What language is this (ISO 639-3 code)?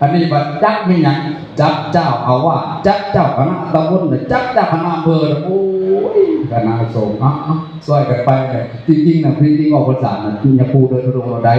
tts